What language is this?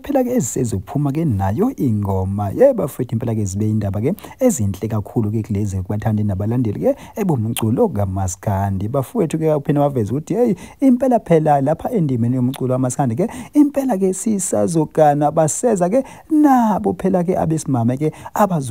Zulu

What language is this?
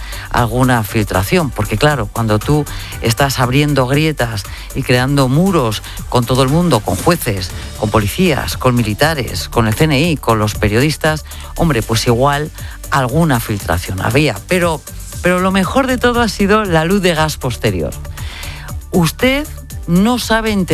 Spanish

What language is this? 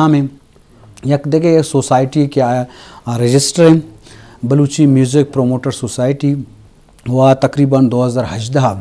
Eastern Balochi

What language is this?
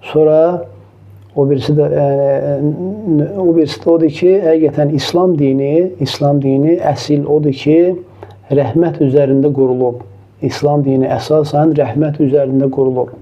Azerbaijani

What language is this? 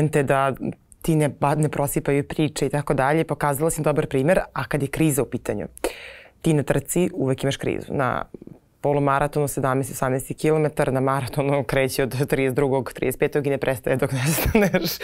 Serbian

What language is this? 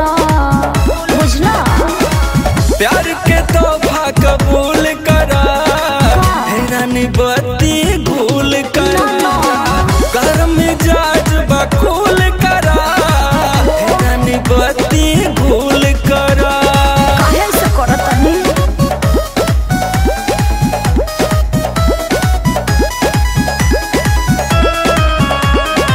Bhojpuri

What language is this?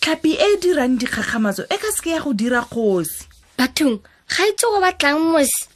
Tswana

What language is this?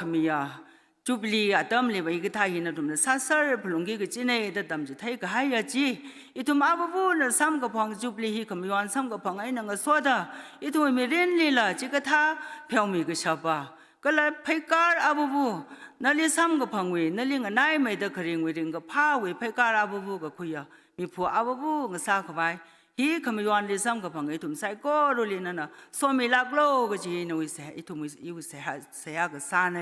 Tangkhul Naga (India)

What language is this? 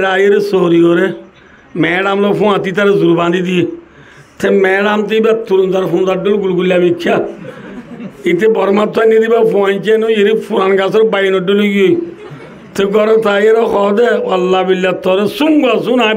Rohingya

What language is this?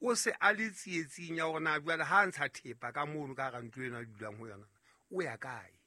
Southern Sotho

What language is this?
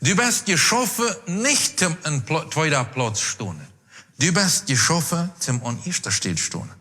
Plautdietsch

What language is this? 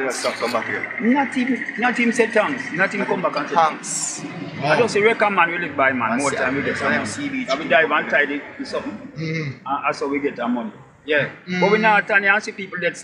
Jamaican Creole English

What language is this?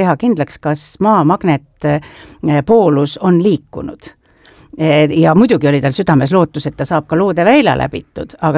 Estonian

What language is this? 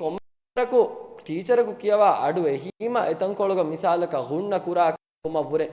Divehi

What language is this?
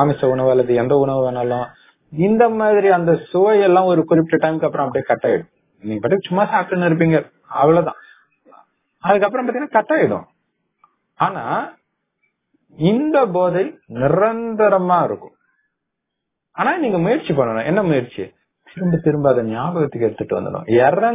Tamil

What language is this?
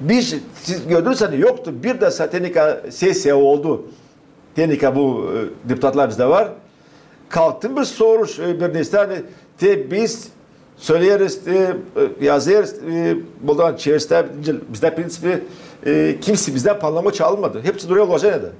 Gagauz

